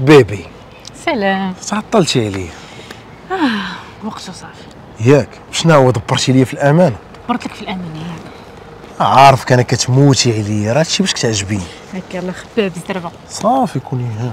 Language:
Moroccan Arabic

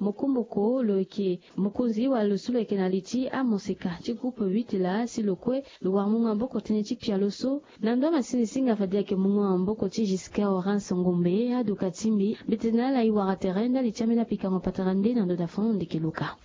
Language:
Sango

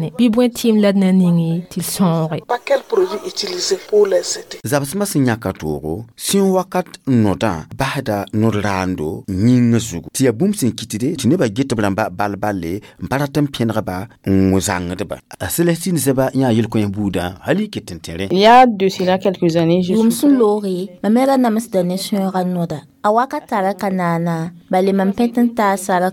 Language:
Mossi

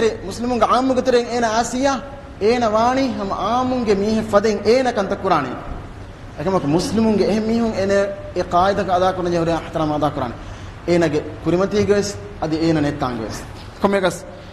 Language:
Divehi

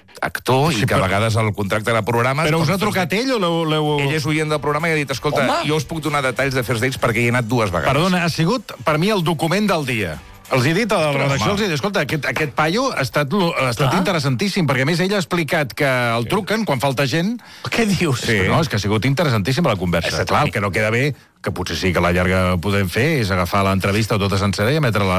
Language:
Catalan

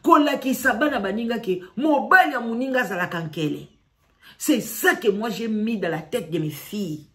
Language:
Lingala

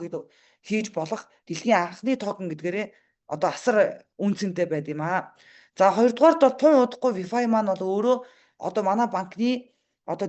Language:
Mongolian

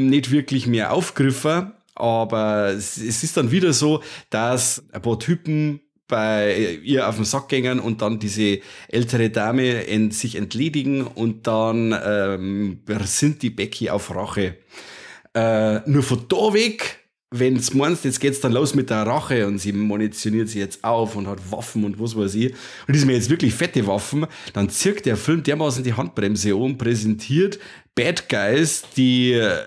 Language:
Bavarian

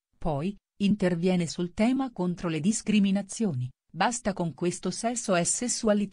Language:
Italian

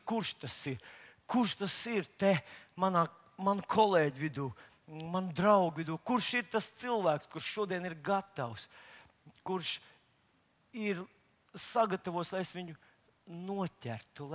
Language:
Latvian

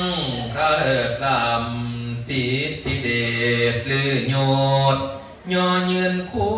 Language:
Pali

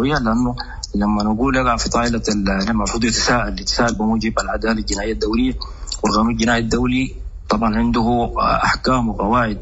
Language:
Sudanese Arabic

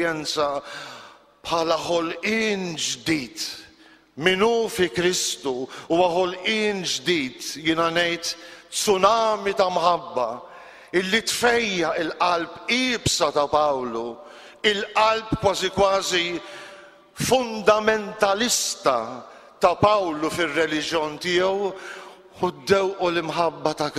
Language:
Maltese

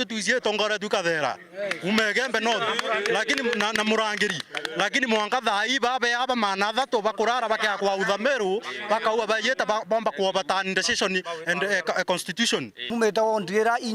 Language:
Meru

